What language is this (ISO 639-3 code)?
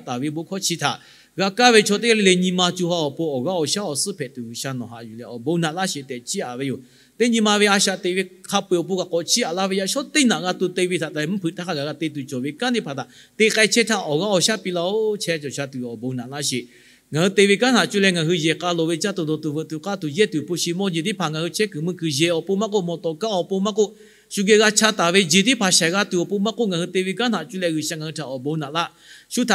lhu